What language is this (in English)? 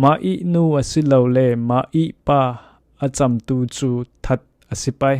Falam Chin